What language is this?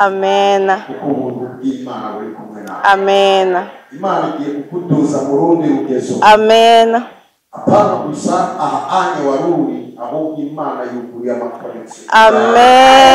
Rundi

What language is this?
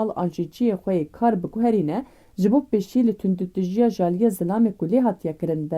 Kurdish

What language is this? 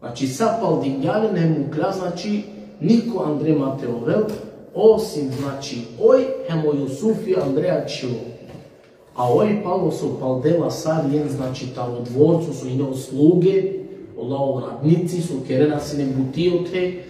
Balkan Romani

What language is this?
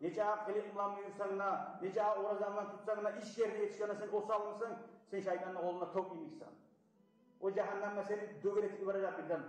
Kumyk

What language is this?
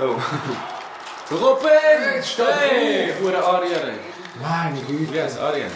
Swiss German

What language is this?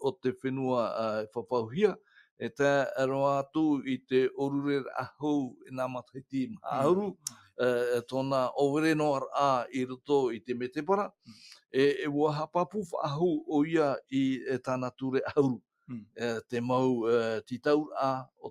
Tahitian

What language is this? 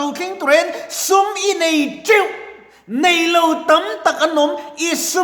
Mizo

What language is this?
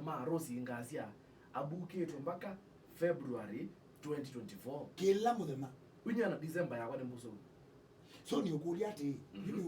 Kamba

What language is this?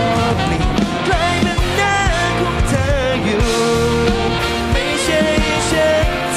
Thai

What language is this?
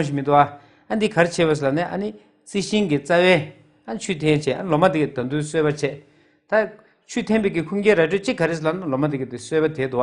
Tibetan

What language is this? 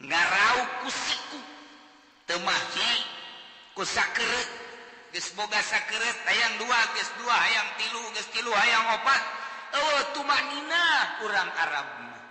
Sundanese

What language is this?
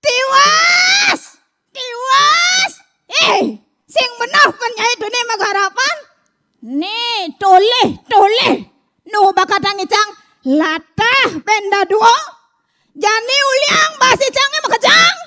Balinese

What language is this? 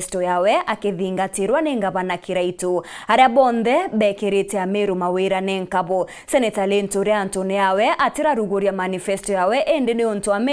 Meru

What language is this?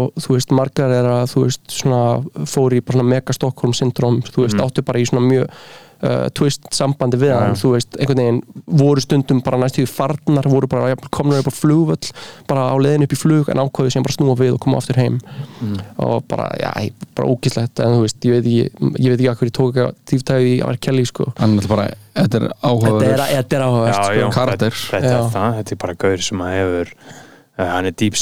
Icelandic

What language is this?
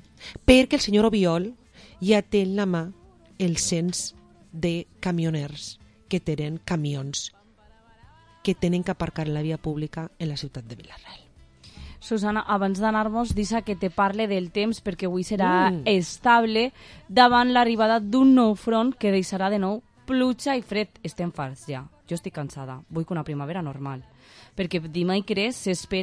Catalan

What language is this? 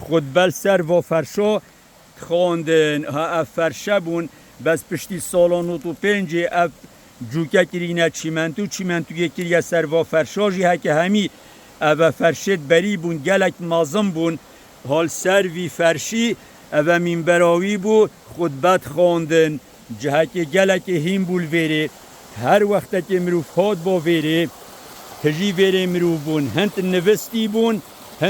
Kurdish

